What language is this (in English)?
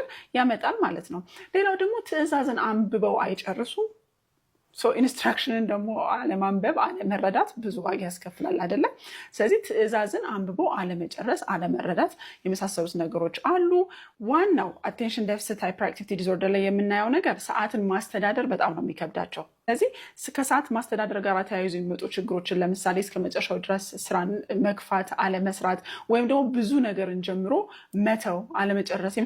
Amharic